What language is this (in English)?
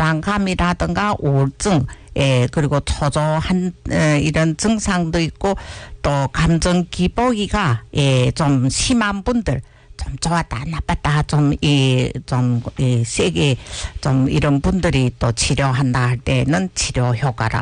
Korean